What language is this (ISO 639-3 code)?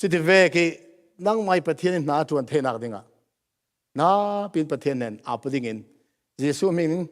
cfm